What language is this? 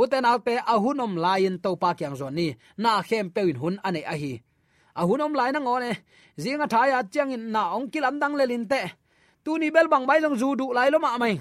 Tedim Chin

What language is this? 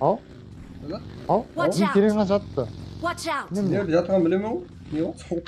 Kara-Kalpak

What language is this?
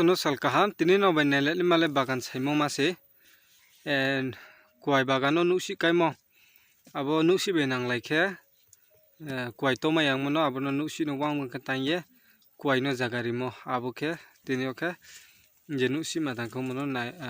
Riang (India)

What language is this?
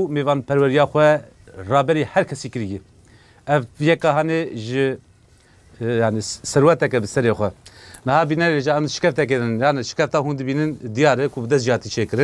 Kurdish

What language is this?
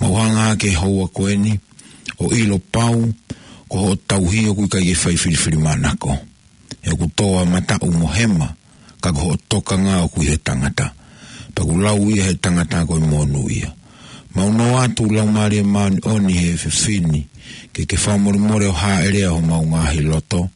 Tongan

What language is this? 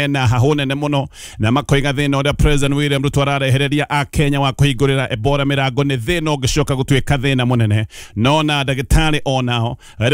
Kikuyu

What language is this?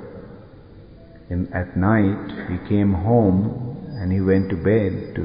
English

